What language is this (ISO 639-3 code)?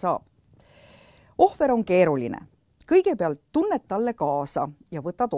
est